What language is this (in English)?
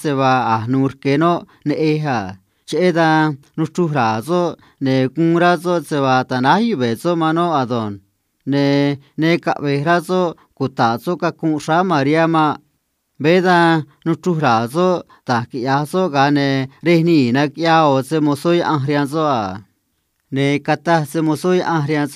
Copala Triqui